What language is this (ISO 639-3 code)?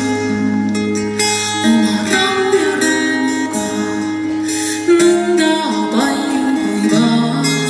est